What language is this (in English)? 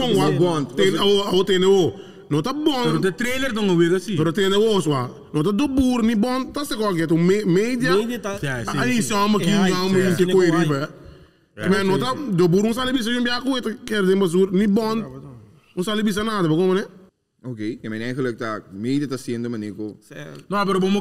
Papiamento